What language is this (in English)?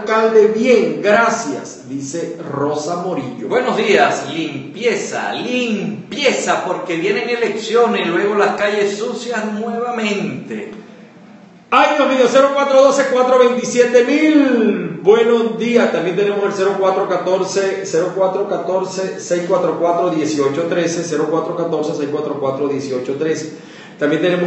Spanish